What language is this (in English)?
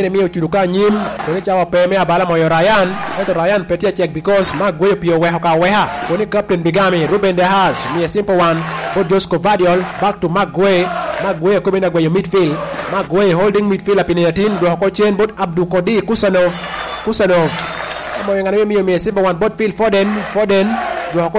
Lango (Uganda)